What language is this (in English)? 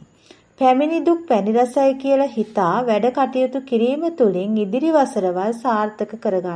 Sinhala